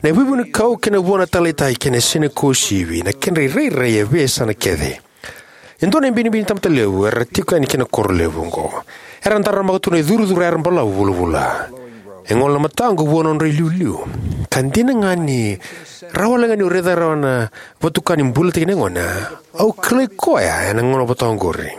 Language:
Fijian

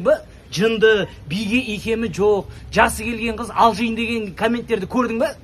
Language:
Kazakh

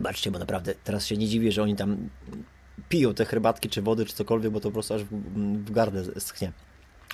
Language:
Polish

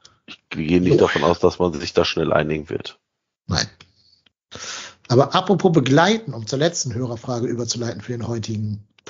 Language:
German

